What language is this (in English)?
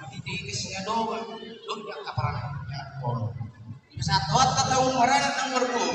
Batak Toba